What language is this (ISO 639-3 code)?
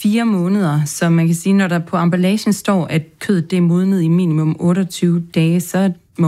dan